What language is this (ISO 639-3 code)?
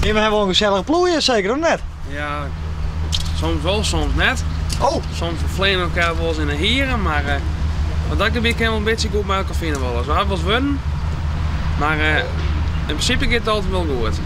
fry